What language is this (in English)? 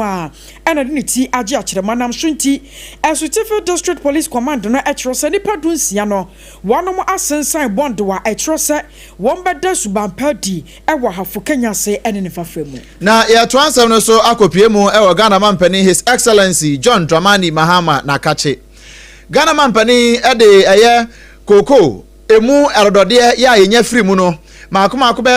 Akan